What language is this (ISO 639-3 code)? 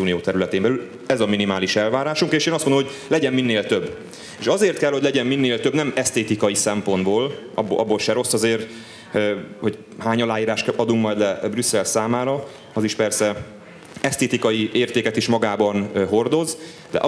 hun